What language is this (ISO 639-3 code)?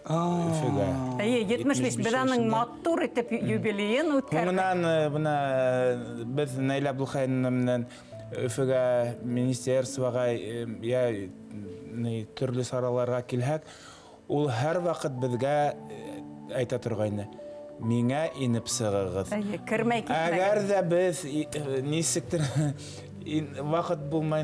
bak